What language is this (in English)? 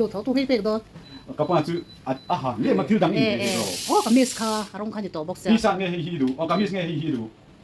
Mizo